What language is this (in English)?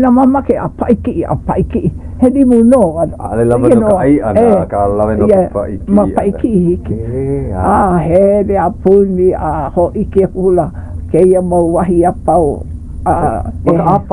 Hawaiian